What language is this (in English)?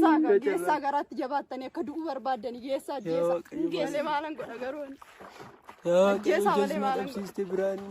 Oromo